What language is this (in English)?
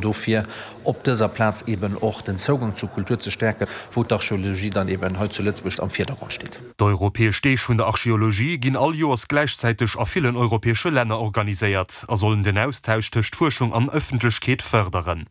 Luxembourgish